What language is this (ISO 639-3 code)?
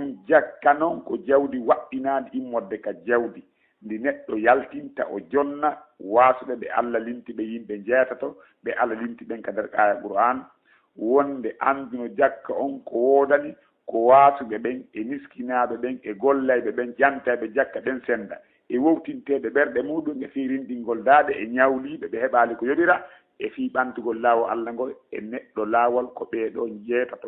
ful